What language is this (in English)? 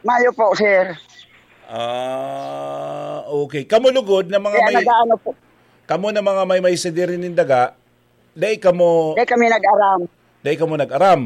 Bikol